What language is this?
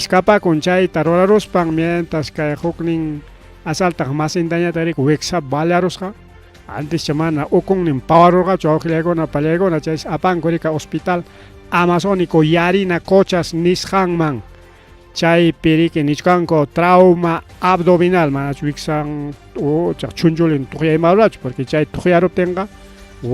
Ayacucho Quechua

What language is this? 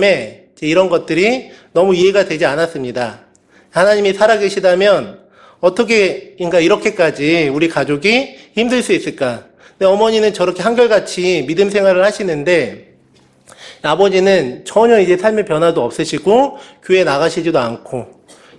Korean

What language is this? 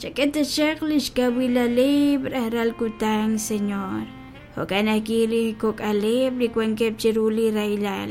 Kekchí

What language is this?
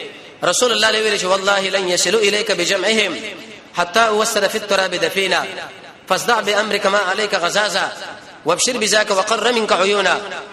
Pashto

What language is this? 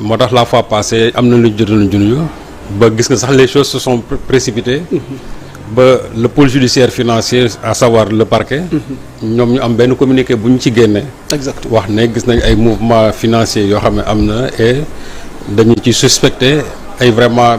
Wolof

